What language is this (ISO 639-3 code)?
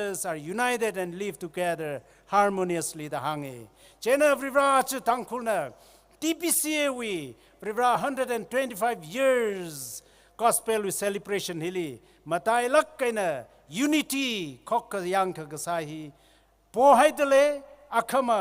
nmf